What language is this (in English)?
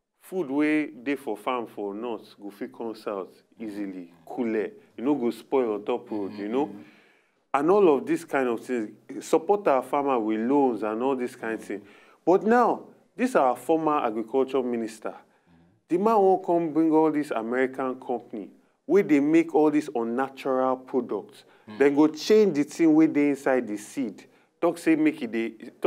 Nigerian Pidgin